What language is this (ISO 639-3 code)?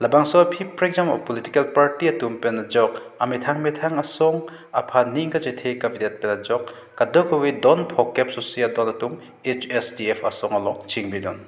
mjw